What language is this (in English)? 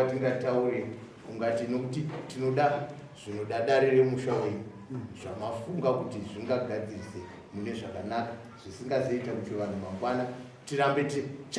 Shona